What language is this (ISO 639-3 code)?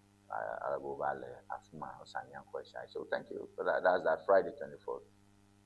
ewe